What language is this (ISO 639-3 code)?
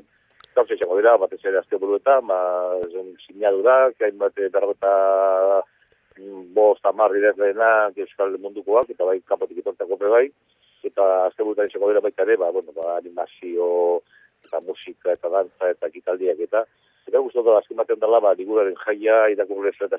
eus